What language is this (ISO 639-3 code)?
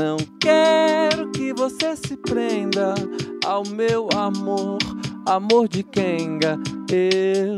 por